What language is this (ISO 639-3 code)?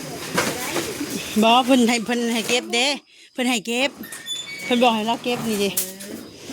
lao